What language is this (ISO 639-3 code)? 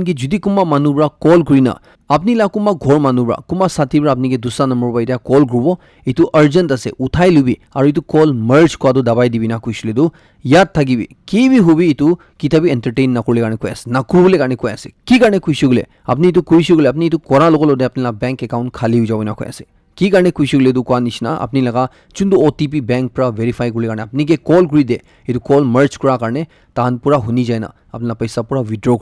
nag